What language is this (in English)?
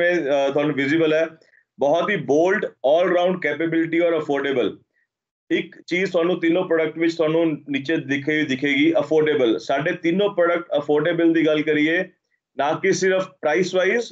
Punjabi